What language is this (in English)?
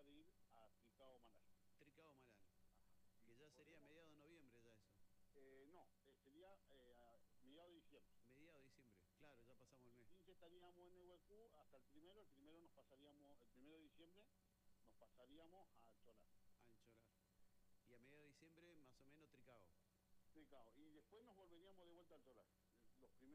Spanish